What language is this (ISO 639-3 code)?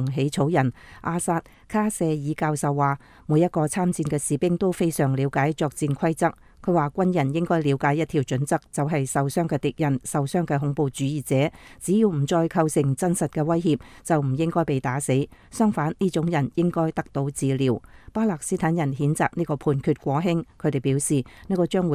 yue